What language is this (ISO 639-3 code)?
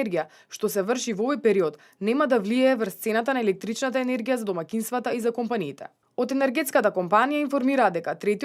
mkd